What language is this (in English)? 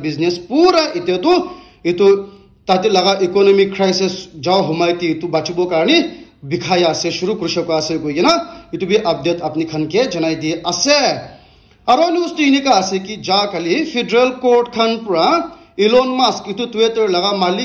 Naga Pidgin